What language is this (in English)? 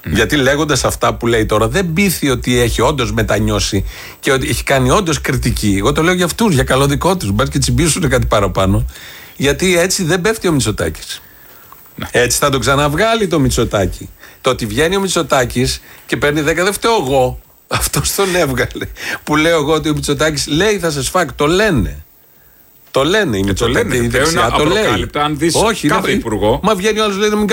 Greek